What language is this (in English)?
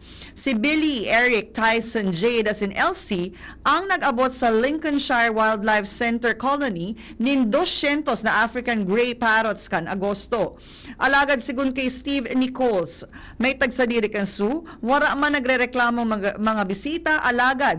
Bikol